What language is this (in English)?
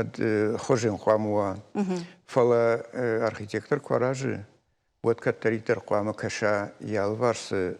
Ossetic